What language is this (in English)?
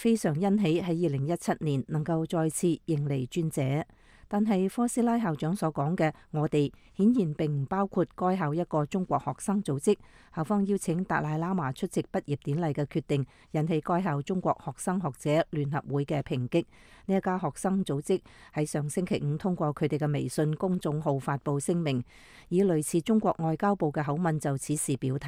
Cantonese